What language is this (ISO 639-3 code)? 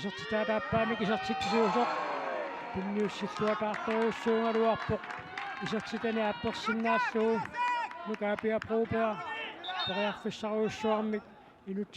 kal